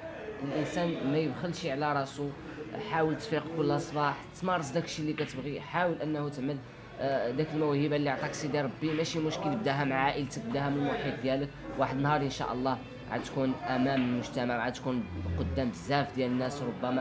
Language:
Moroccan Arabic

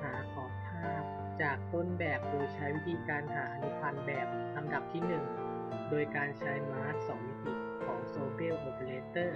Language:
Lao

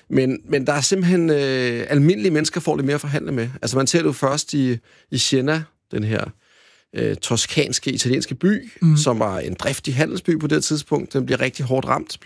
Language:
Danish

